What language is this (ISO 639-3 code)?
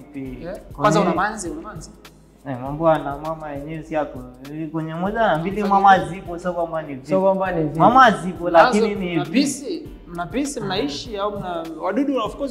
swa